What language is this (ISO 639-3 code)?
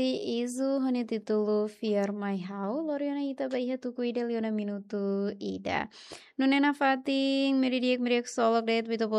tet